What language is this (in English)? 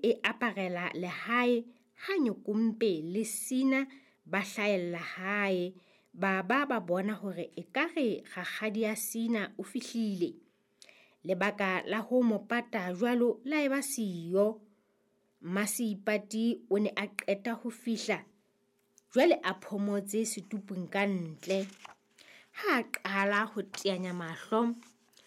Southern Sotho